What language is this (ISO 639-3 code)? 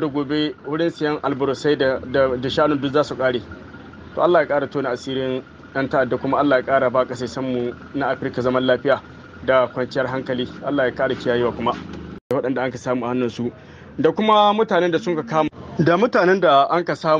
hau